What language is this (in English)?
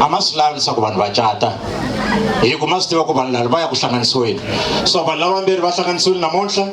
Tsonga